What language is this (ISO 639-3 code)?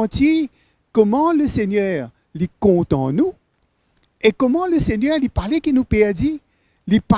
mfe